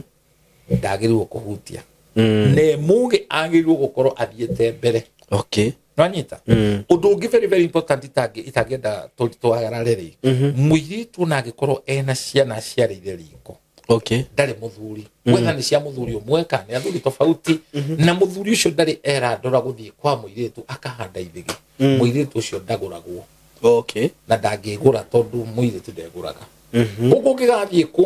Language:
Kikuyu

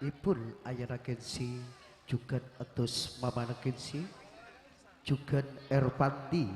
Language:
Madurese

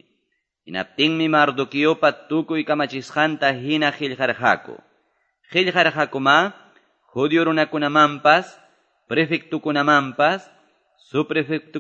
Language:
Quechua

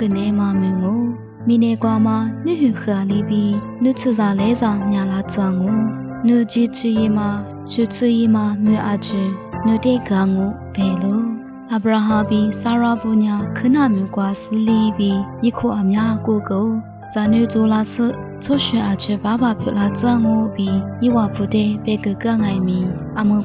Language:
Lisu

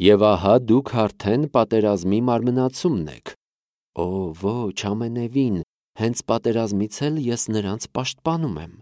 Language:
Armenian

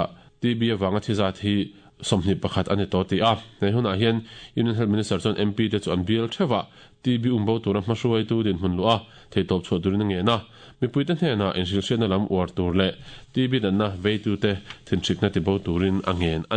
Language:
Mizo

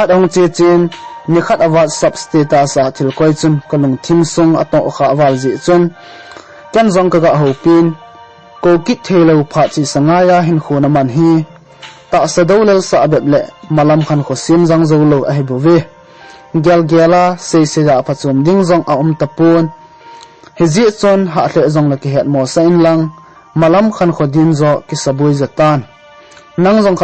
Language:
Thado Chin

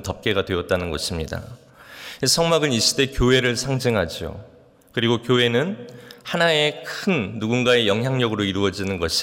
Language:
Korean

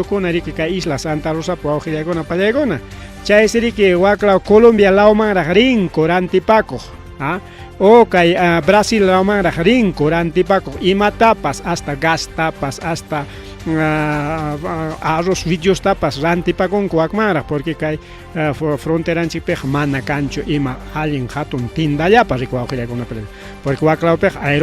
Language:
Ayacucho Quechua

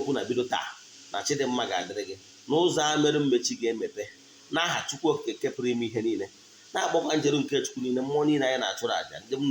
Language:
Igbo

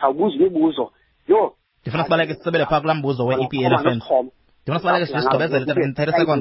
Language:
Xhosa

